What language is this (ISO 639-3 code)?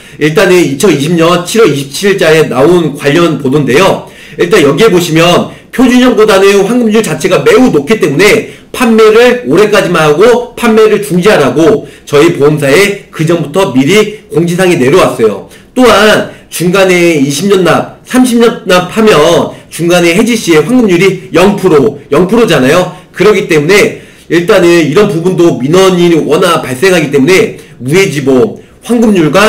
kor